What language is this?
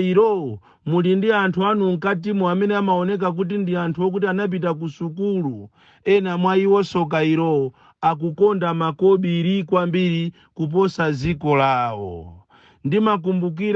Nyanja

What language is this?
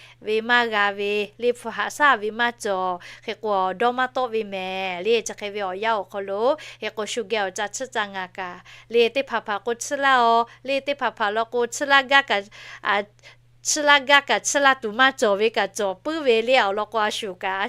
Lahu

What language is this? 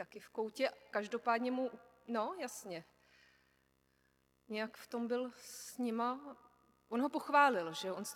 Czech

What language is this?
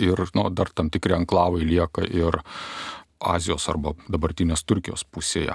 Lithuanian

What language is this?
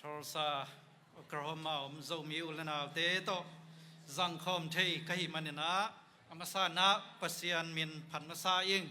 Tedim Chin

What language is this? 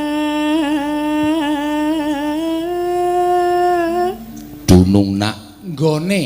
Javanese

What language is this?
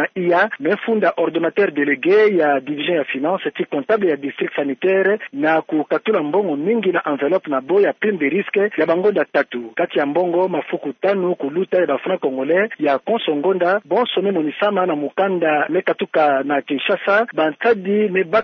Kituba (Democratic Republic of Congo)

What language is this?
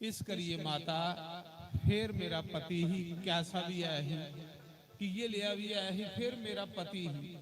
Dogri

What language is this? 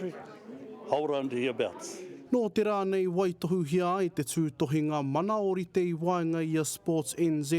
Māori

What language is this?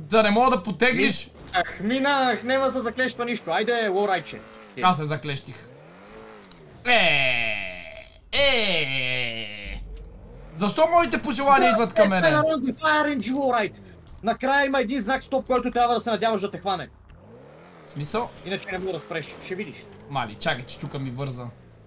Bulgarian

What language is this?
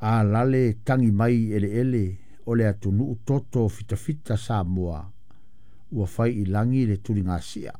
Samoan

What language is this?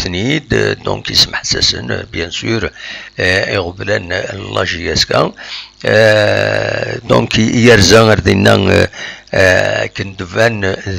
Kabyle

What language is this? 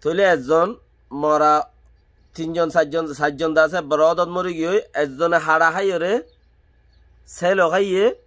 Rohingya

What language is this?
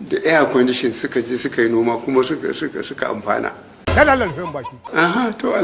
Hausa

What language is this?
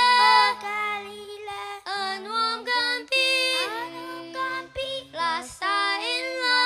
Tedim Chin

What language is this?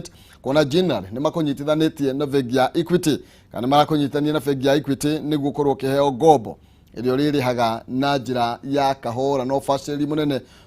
Kikuyu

